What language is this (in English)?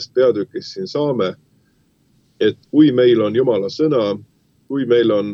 Estonian